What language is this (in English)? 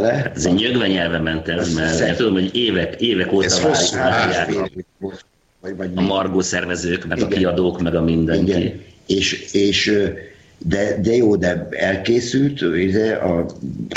Hungarian